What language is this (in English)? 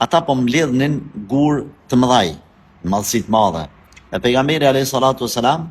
Albanian